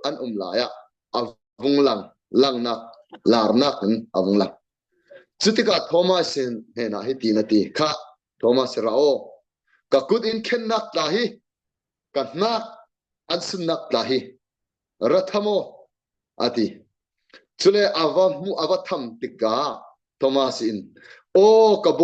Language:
Falam Chin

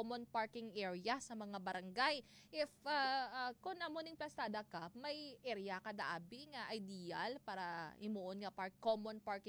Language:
Hiligaynon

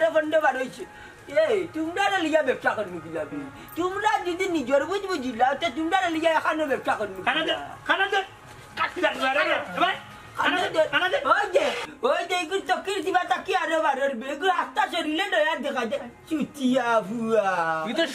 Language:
Sylheti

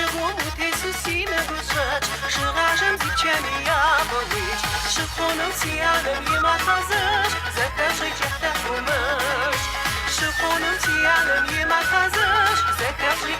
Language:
Kabardian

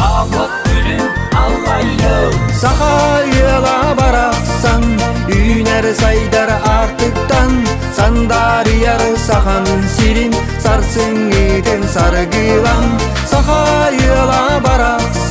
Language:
Yakut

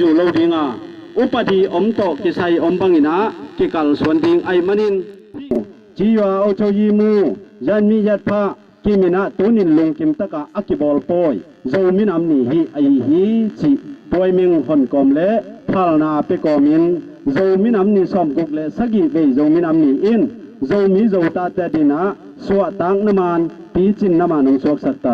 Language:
Tedim Chin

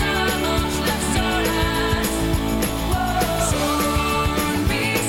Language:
Basque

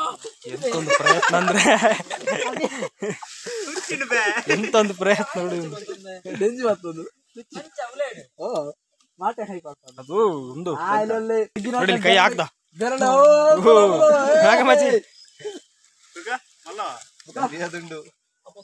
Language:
Kannada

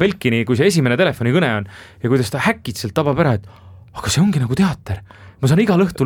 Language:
Estonian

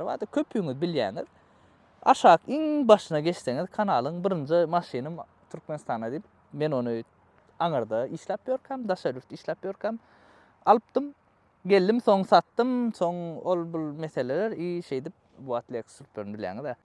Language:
Turkmen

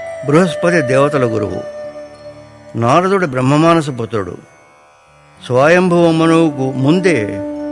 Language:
Telugu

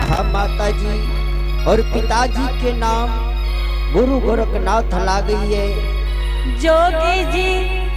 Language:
Angika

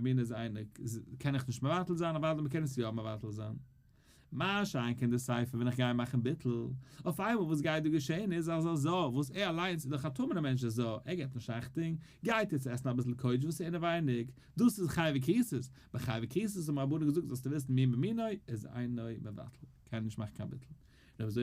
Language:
Yiddish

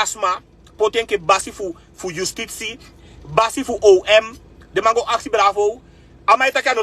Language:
Sranan Tongo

